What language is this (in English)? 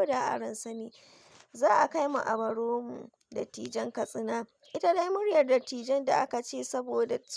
Hausa